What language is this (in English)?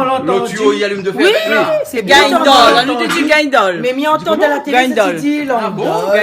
Réunion Creole French